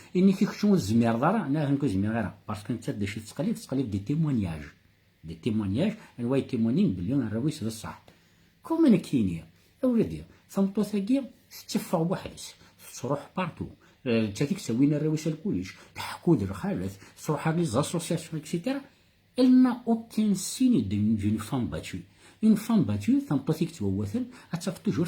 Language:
Kabyle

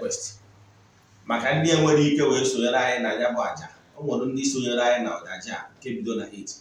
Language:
Igbo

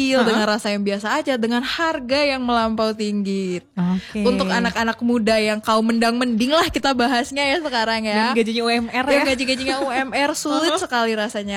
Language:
Indonesian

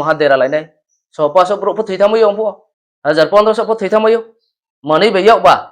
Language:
Riang (India)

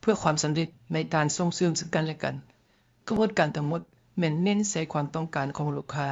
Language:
Lao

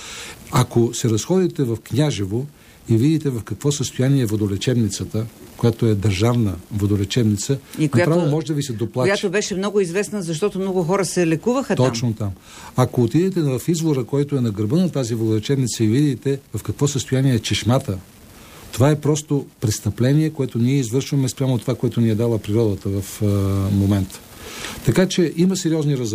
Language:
Bulgarian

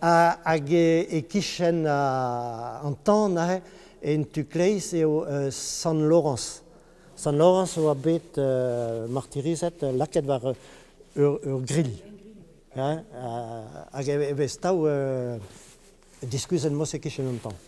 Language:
Breton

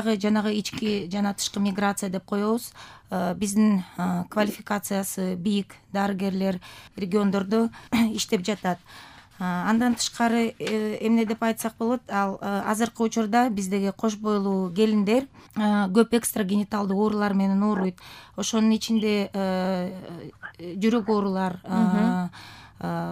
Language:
Kyrgyz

